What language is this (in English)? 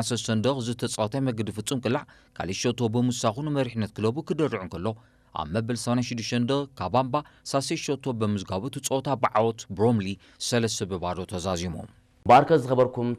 Tigrinya